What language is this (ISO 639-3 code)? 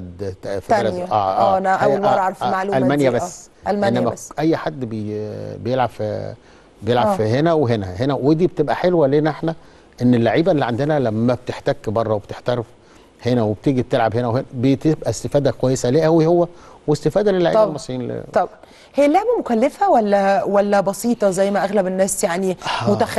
arz